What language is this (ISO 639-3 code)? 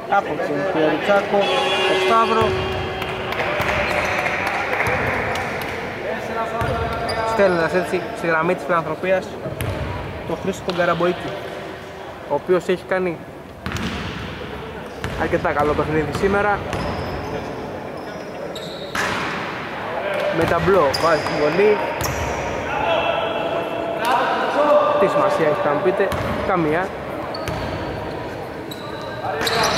ell